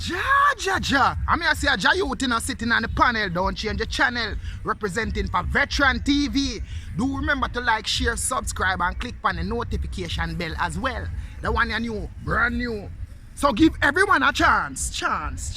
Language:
Jamaican Creole English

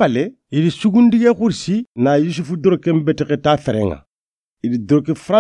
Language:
Soninke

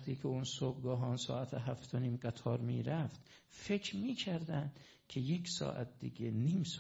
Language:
Persian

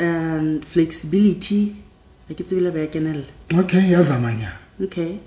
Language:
Southern Sotho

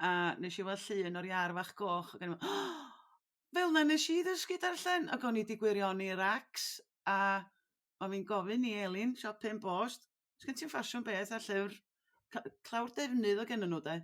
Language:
Welsh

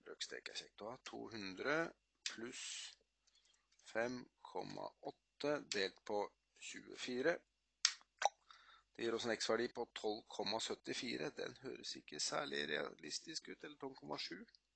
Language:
Norwegian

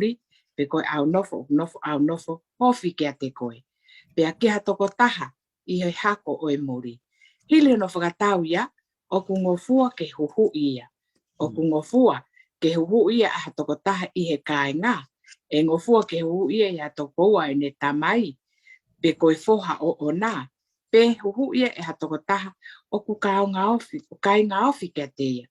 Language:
Tongan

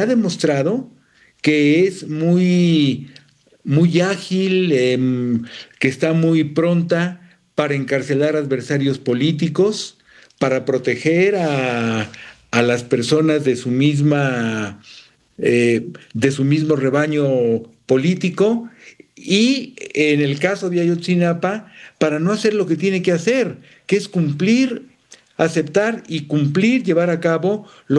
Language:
Spanish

